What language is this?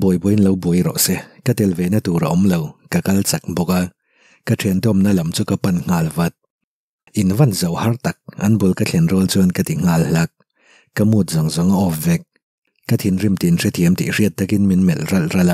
Mizo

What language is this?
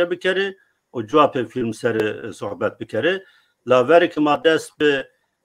Zaza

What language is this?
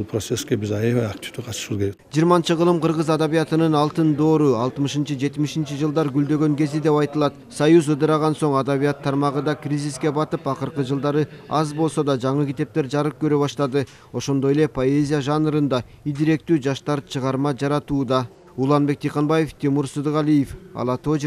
Kyrgyz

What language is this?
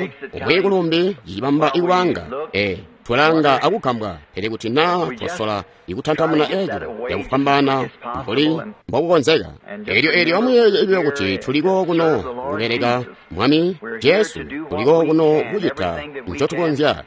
Tonga (Zambia)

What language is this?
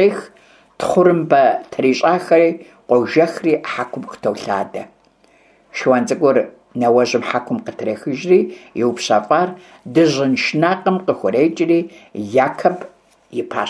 Kabardian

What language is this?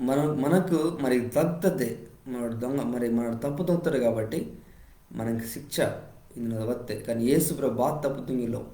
Koya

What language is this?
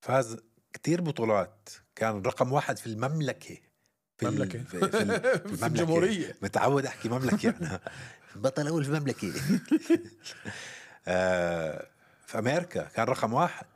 North Levantine Arabic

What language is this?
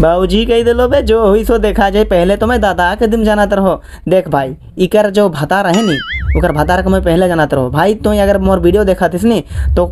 Sadri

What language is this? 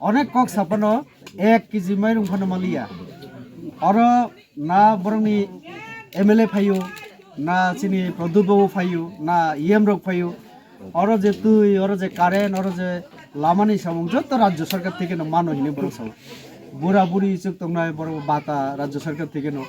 Kok Borok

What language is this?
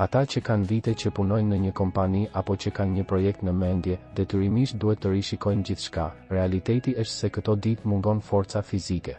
Albanian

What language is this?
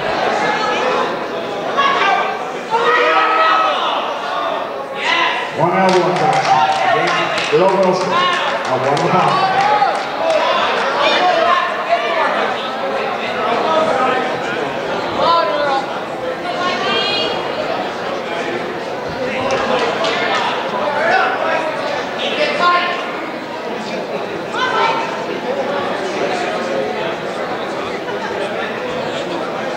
English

